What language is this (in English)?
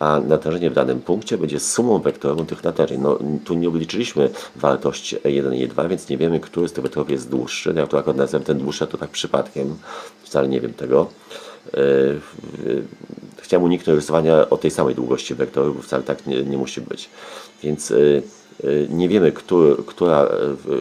Polish